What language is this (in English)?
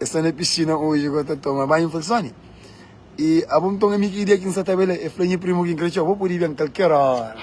Kabuverdianu